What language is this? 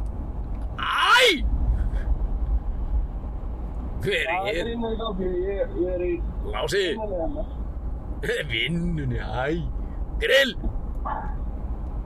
Icelandic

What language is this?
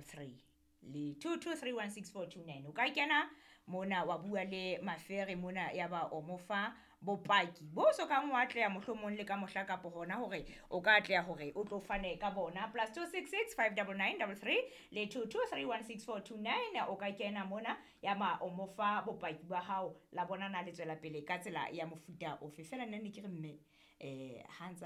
Southern Sotho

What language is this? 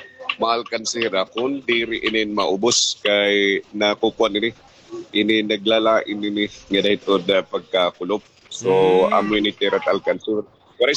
Waray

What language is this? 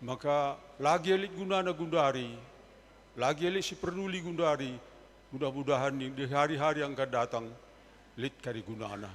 Batak Karo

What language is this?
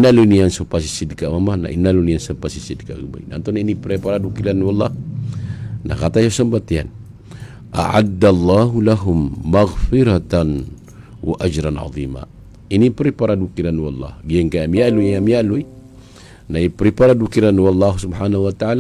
Maranao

